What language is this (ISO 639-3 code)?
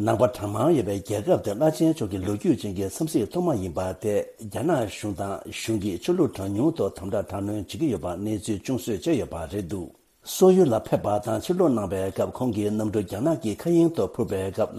bod